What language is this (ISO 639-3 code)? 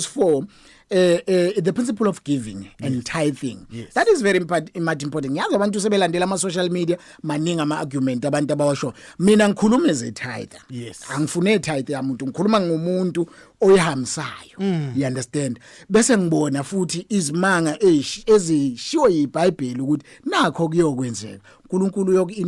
zul